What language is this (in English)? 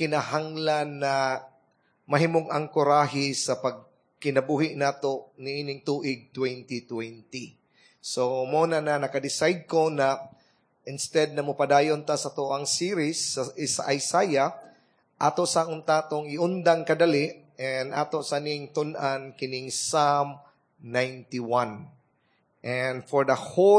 Cebuano